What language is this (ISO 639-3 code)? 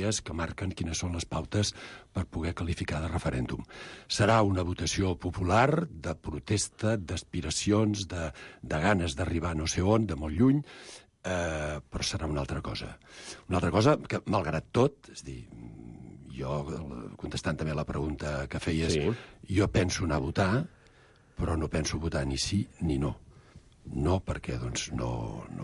cat